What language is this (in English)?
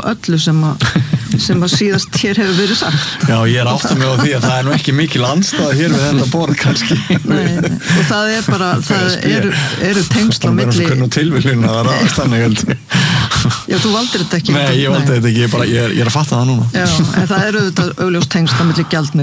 Icelandic